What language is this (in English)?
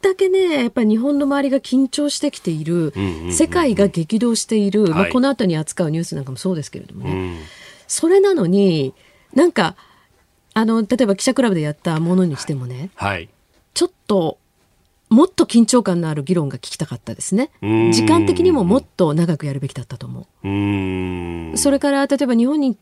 Japanese